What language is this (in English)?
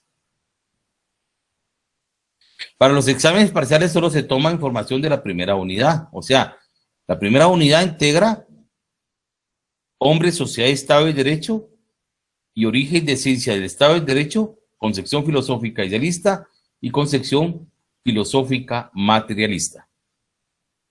Spanish